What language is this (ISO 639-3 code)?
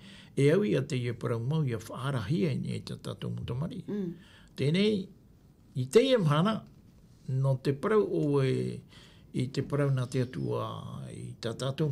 tah